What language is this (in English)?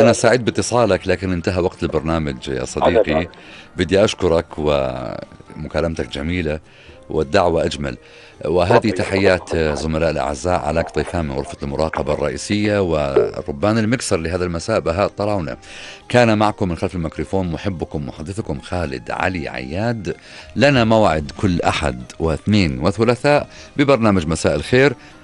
North Levantine Arabic